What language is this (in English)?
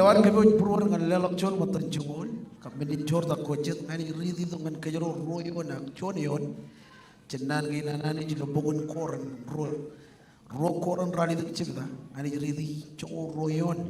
Marshallese